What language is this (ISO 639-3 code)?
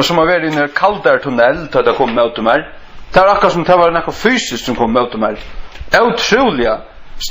fao